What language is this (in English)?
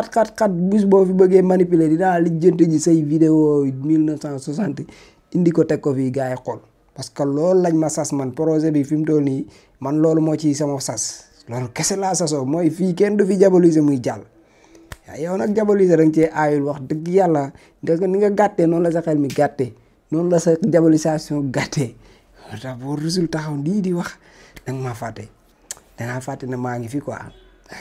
Wolof